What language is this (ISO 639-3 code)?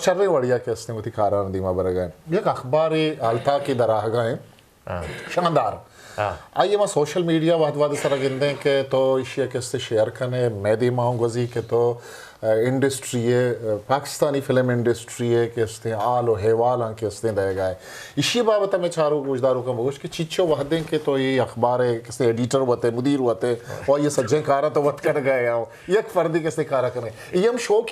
bgp